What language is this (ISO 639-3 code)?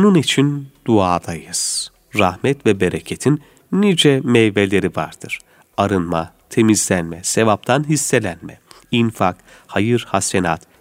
tur